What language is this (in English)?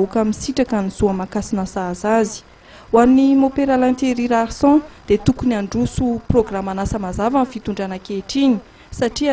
Malagasy